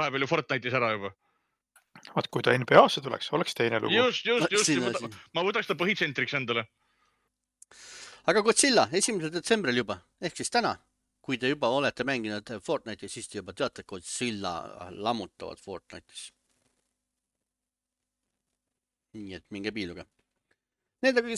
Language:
Estonian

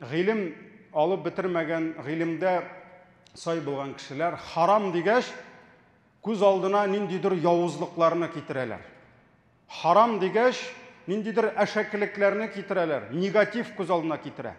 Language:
Tatar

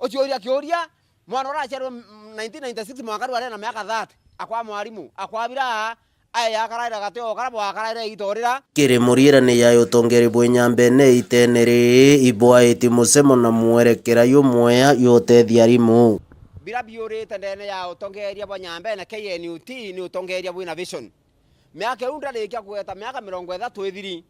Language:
Meru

